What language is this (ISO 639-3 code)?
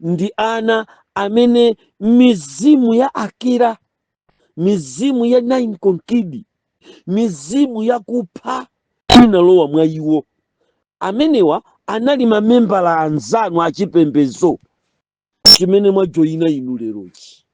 nya